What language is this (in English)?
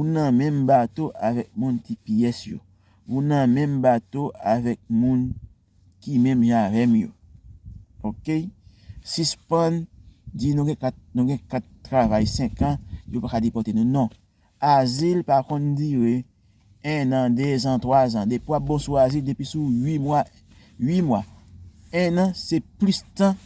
Haitian Creole